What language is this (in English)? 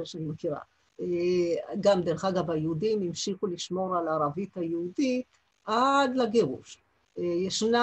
Hebrew